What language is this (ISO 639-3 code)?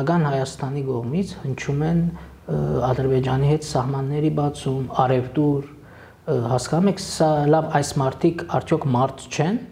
hye